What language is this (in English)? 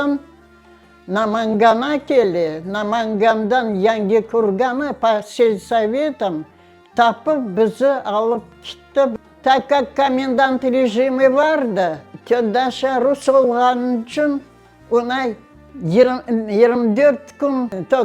Crimean Tatar